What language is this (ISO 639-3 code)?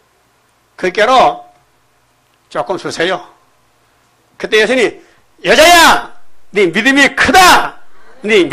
kor